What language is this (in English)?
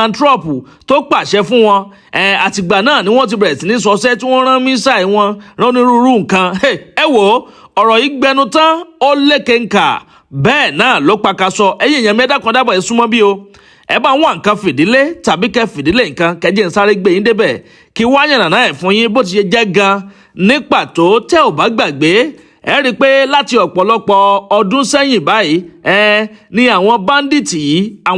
Yoruba